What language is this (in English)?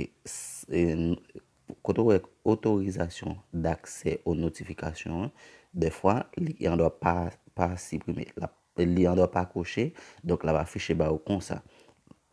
Haitian Creole